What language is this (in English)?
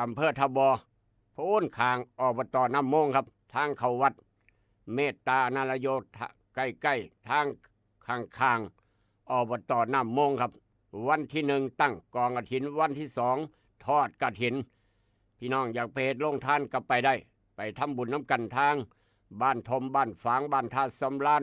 Northeastern Thai